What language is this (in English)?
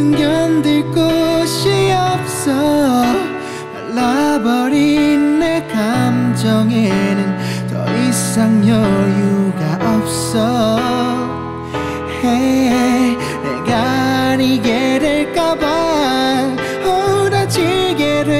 Korean